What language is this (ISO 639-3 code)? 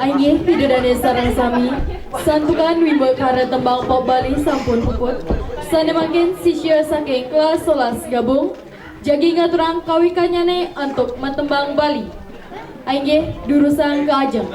ban